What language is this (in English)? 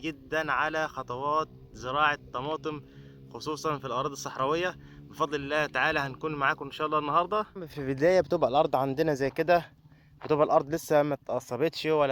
Egyptian Arabic